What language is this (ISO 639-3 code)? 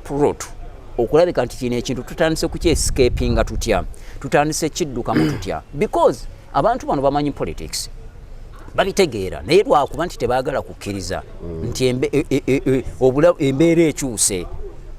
lug